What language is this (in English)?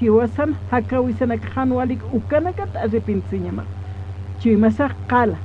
Aymara